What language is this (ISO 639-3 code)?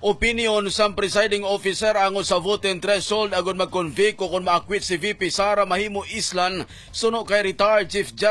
hil